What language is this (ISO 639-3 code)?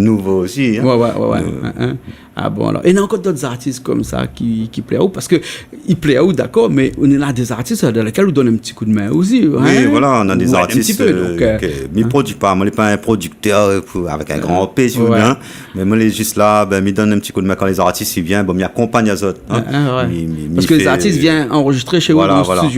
rcf